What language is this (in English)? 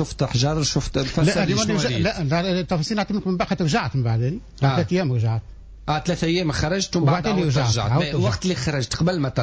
Tunisian Arabic